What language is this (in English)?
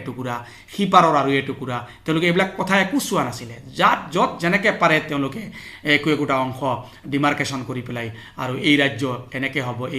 Assamese